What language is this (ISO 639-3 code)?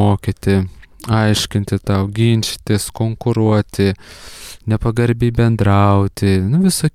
lit